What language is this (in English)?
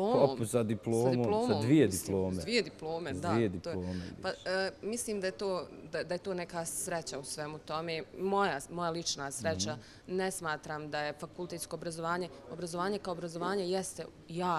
Bosnian